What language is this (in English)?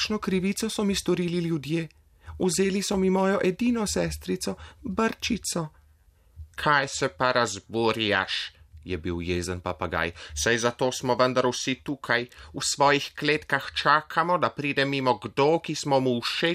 Slovenian